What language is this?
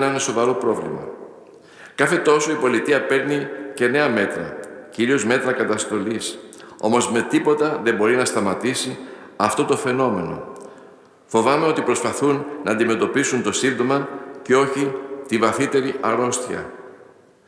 Greek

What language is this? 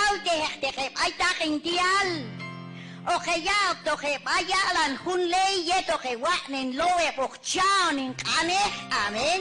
Q'anjob'al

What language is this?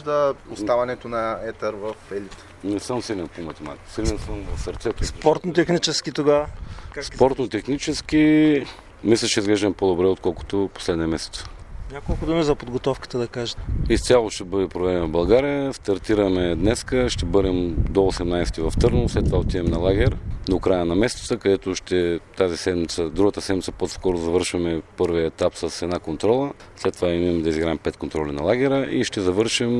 Bulgarian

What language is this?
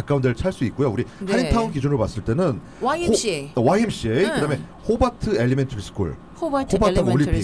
Korean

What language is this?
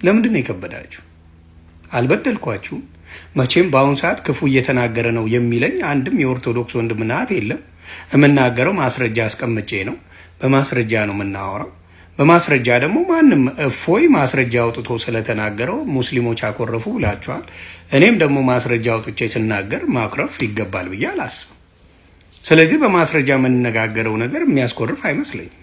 Amharic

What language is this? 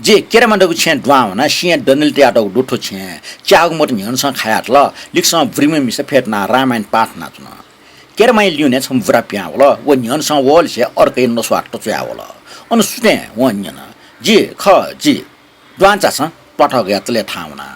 Newari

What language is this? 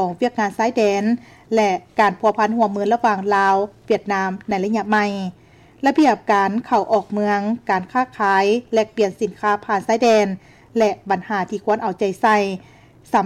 Lao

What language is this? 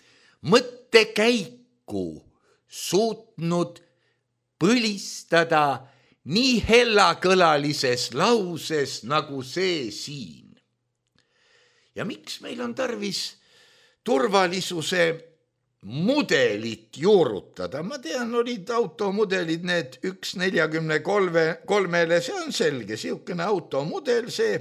Estonian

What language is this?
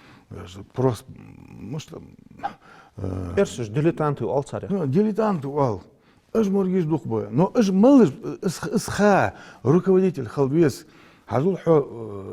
Ingush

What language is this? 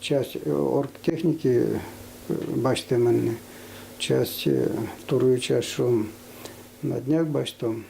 Udmurt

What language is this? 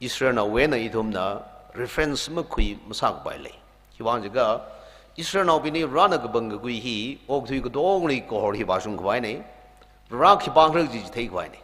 Tangkhul Naga (India)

